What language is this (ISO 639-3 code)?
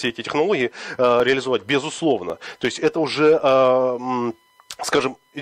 rus